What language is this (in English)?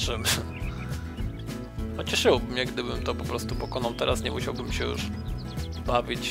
Polish